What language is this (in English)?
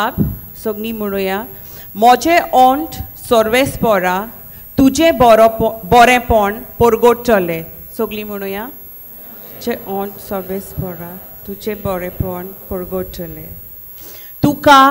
Konkani